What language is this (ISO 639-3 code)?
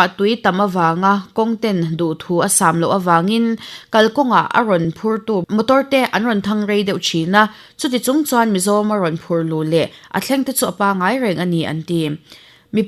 lus